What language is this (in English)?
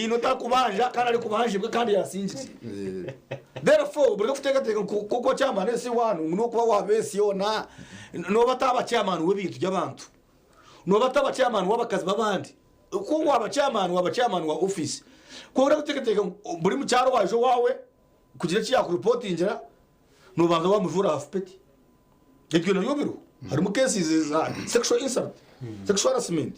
Nyankole